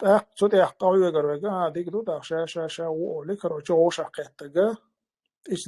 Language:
Chechen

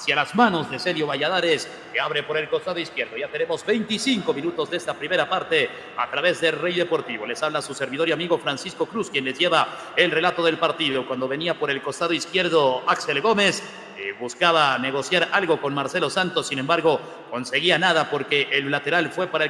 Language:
Spanish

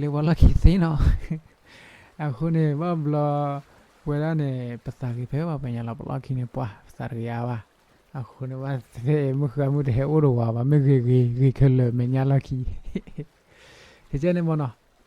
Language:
S'gaw Karen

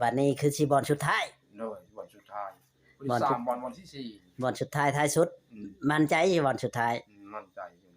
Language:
Northeastern Thai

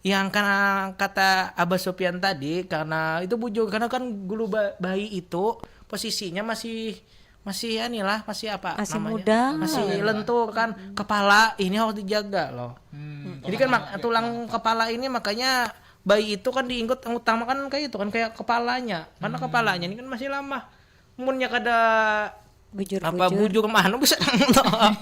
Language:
Banjar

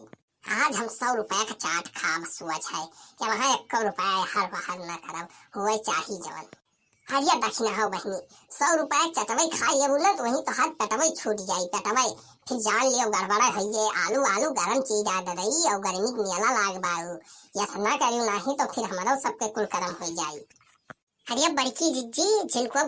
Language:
Awadhi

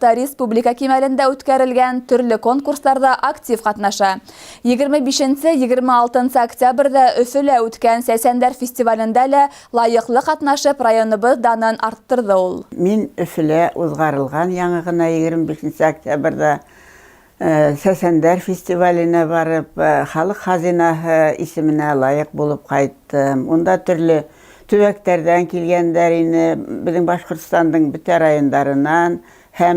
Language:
Bashkir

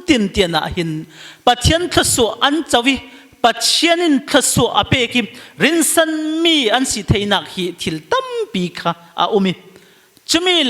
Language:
Falam Chin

